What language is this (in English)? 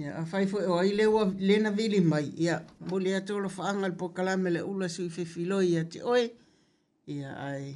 Samoan